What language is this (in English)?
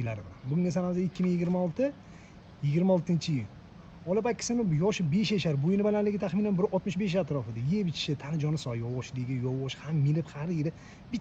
Uzbek